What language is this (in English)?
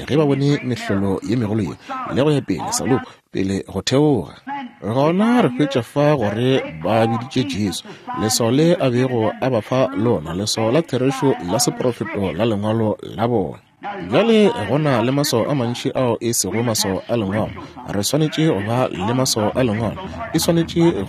Northern Sotho